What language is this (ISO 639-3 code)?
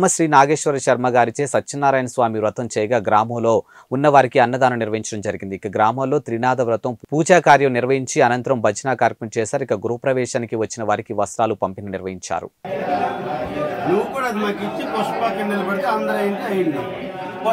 tel